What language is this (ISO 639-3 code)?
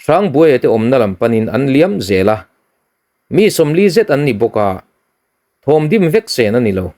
lus